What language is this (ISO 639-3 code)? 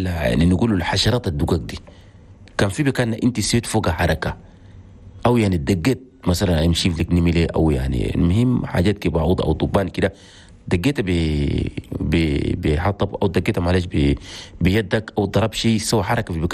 shu